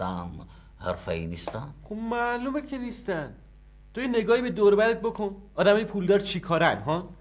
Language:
Persian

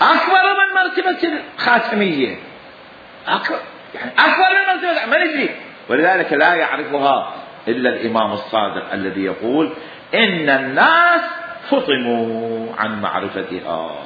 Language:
Mesopotamian Arabic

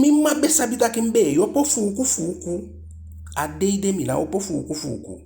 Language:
Eastern Maroon Creole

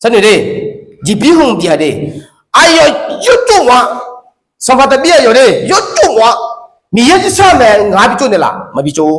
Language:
Akha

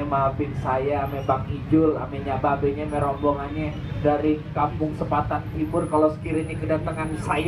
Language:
Betawi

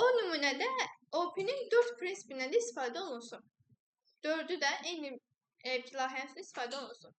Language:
Azerbaijani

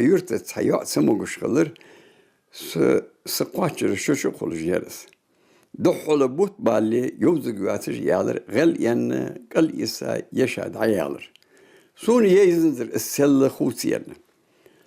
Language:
Ingush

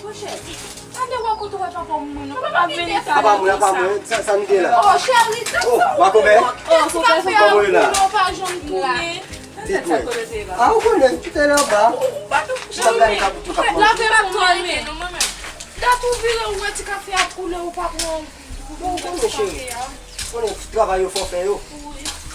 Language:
Haitian Creole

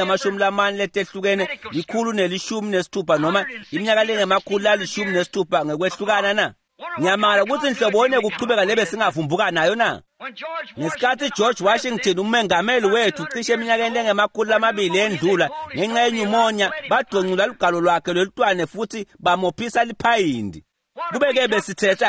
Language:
Swati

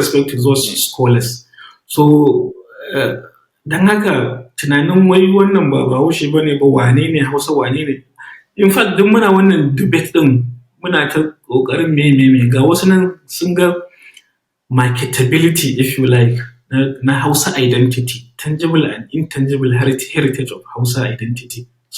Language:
Hausa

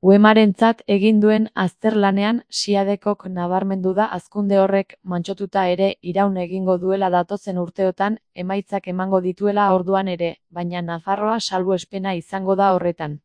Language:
Basque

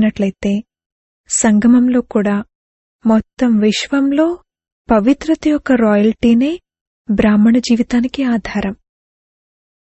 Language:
Telugu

